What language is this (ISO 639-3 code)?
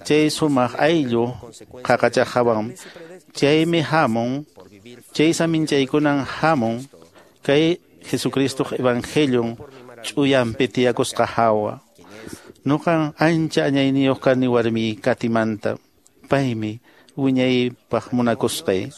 que